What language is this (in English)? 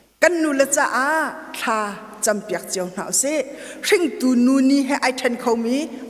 Hakha Chin